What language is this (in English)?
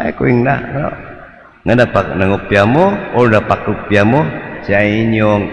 Cebuano